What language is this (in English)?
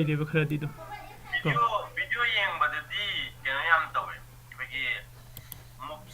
Manipuri